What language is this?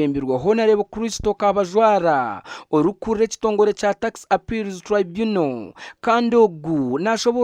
Nyankole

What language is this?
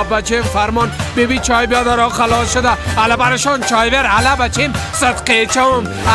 Persian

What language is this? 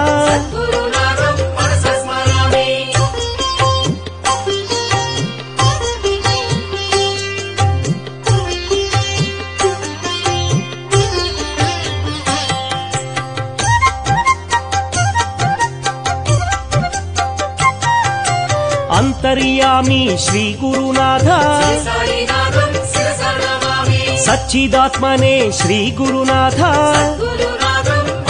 Telugu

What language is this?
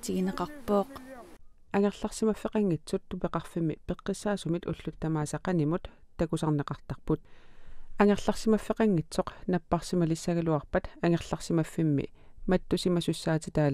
Kalaallisut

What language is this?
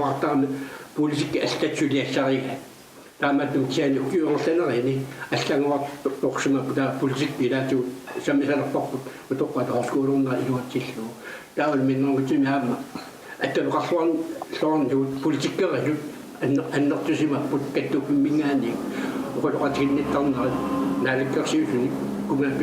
Kalaallisut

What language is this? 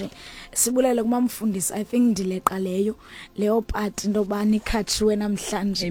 Xhosa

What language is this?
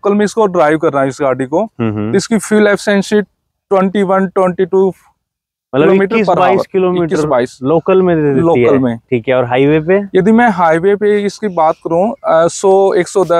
Hindi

